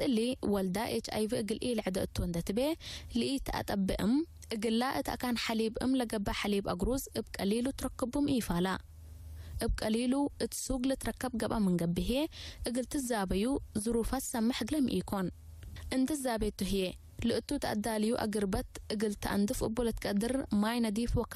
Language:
Tigre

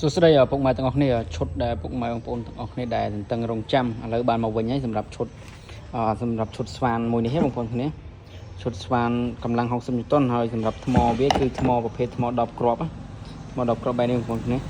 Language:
Khmer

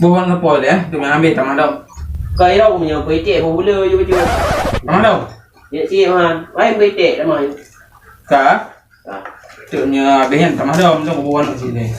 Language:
Achinese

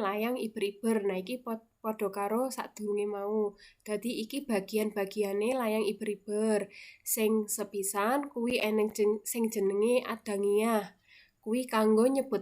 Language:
Javanese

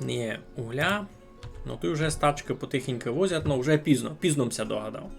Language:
Rusyn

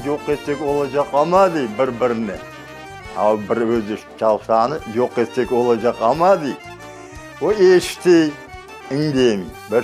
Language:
Crimean Tatar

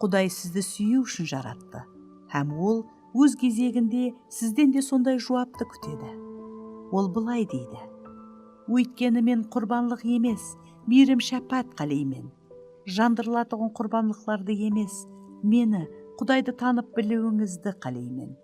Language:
Kara-Kalpak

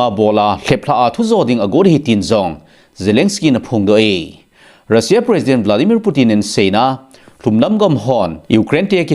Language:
Thado Chin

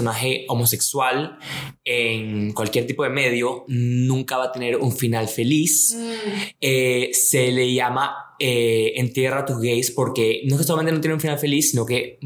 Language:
Spanish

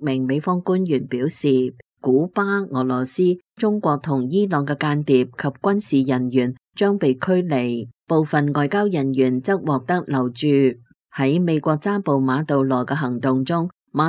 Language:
Cantonese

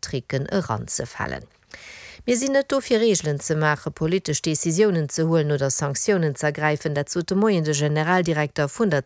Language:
Luxembourgish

